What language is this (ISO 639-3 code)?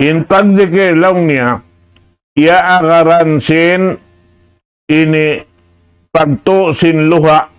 tsg